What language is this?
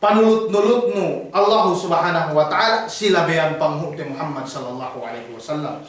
Yakan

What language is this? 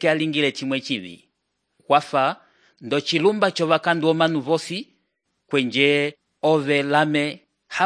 Umbundu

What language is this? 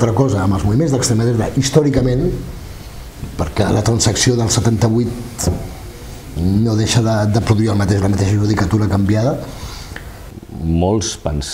Catalan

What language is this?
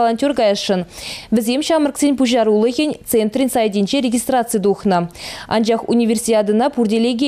Chuvash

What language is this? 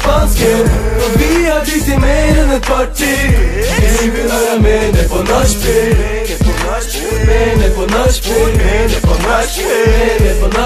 Norwegian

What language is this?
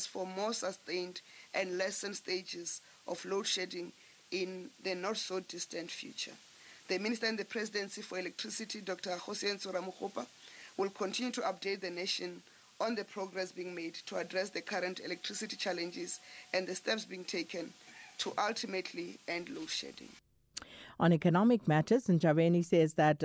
English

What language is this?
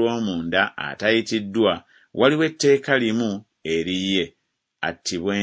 Ganda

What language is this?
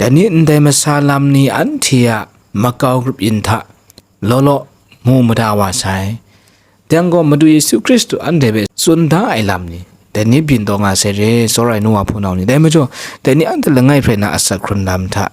Kachin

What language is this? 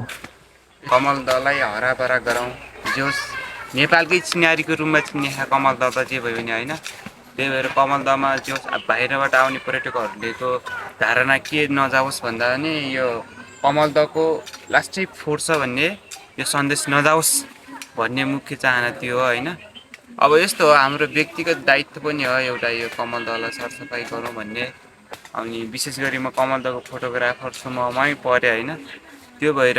Nepali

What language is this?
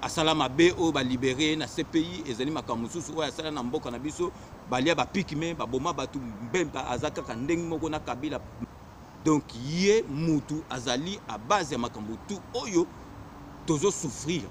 Lingala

